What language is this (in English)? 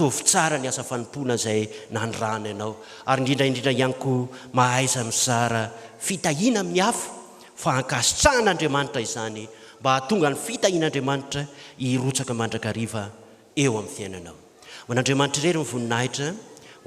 Malagasy